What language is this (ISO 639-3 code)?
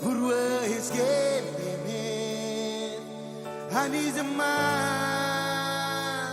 mah